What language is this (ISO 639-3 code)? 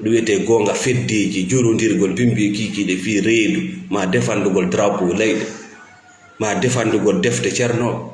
ful